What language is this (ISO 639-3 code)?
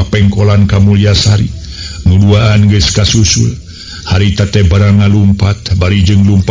sun